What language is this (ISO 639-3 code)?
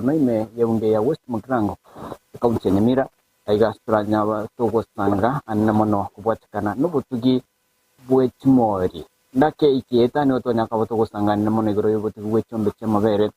guz